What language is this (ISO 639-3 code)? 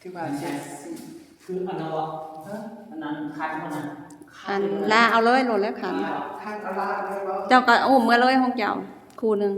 tts